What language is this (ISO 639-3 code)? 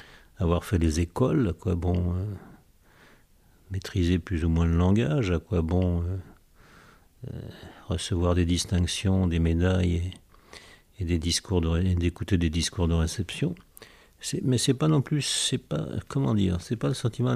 fra